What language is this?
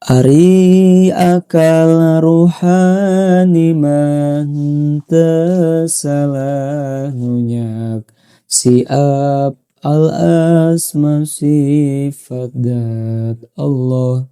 Sundanese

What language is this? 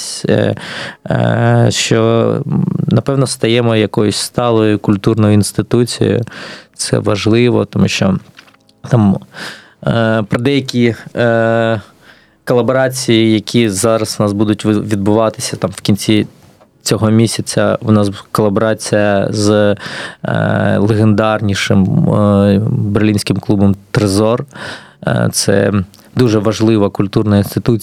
Ukrainian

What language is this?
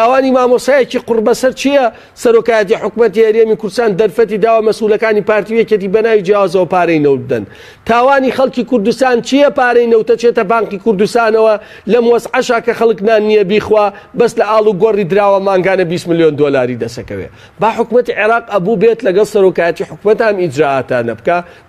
Central Kurdish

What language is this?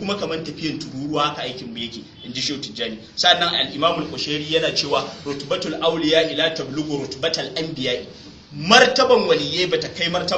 Hausa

